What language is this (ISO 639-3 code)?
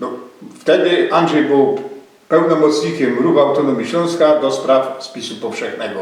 szl